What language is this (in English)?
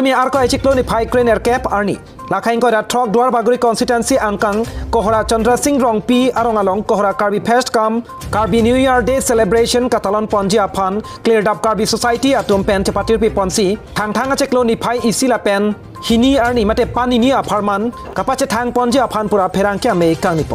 Karbi